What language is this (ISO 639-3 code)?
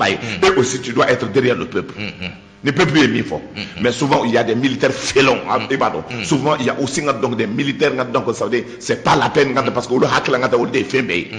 bam